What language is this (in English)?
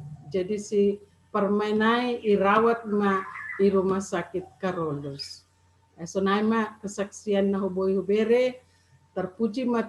Batak Simalungun